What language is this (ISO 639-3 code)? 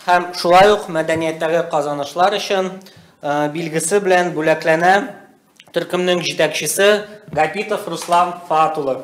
tat